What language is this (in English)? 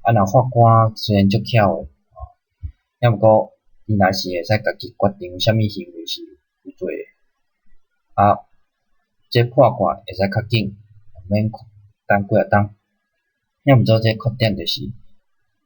Min Nan Chinese